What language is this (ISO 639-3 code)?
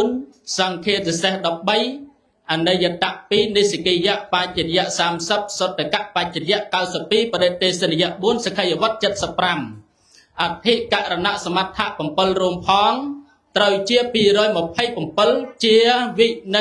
khm